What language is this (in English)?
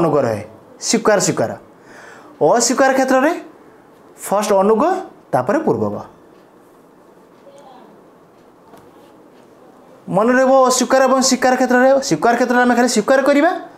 Odia